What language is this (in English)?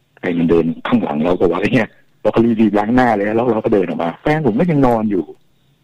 Thai